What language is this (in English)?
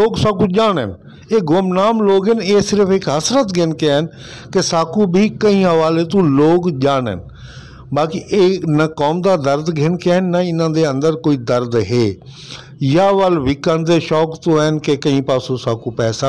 Saraiki